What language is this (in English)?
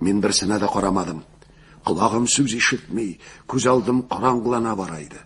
Tatar